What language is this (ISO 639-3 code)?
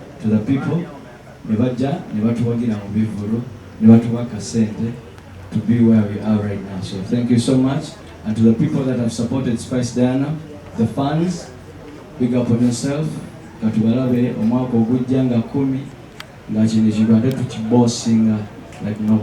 lug